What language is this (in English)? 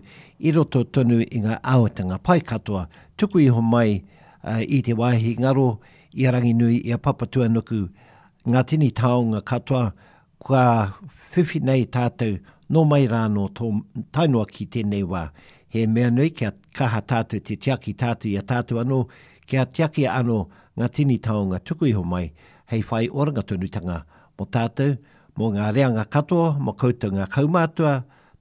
Māori